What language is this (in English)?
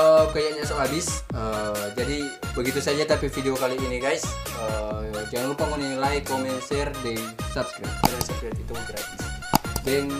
Manado Malay